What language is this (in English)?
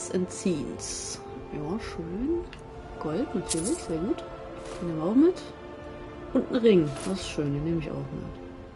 German